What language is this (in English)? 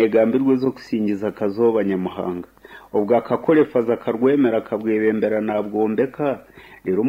Nyankole